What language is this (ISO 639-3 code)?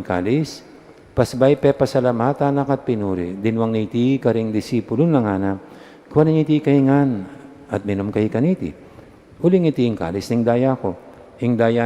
pam